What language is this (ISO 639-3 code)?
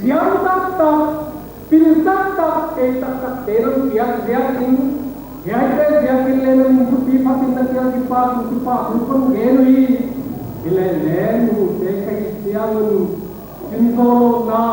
pck